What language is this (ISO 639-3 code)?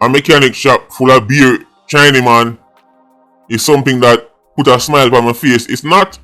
jam